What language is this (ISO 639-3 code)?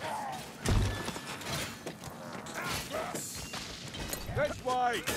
eng